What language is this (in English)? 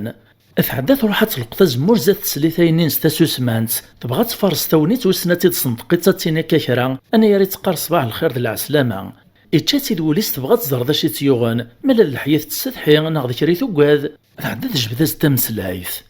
Kabyle